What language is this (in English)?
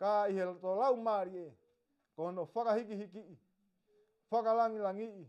Tongan